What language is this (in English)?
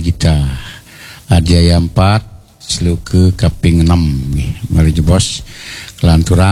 Balinese